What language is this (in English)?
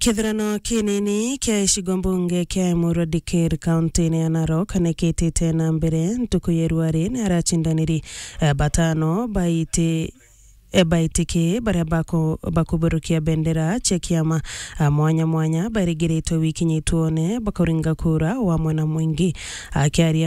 Meru